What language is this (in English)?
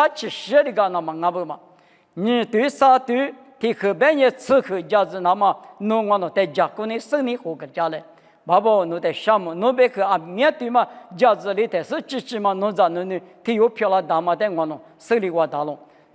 Lisu